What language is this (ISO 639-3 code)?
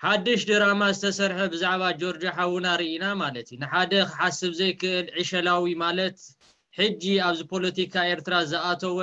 tir